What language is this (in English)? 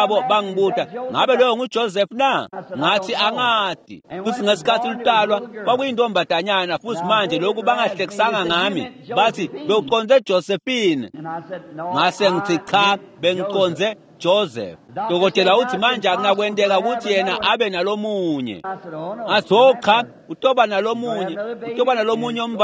Swati